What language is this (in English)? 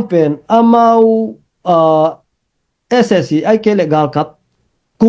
Tedim Chin